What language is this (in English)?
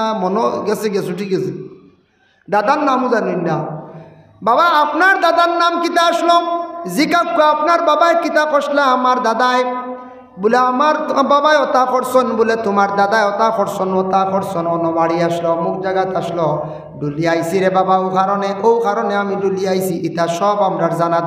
Sylheti